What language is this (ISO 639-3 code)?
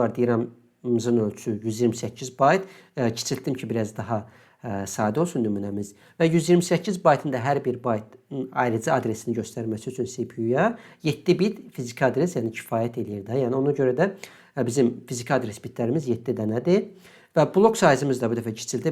aze